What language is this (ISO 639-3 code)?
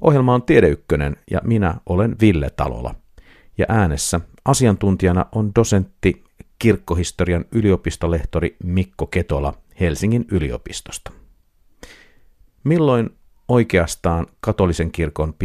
fin